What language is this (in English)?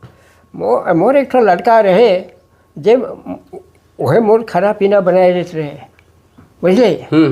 Sadri